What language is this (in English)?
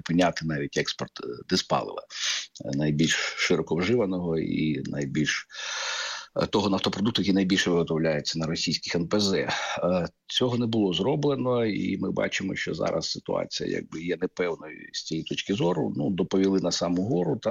Ukrainian